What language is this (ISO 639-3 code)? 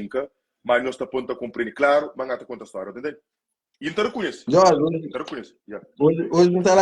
kea